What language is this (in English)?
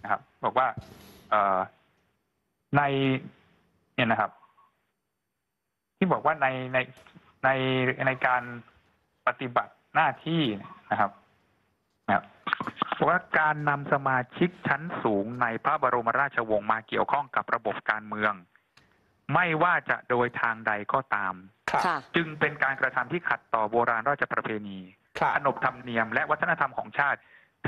Thai